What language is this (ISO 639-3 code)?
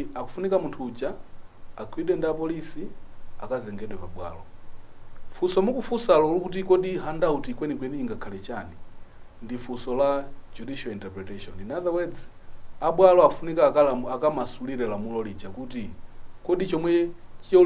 nya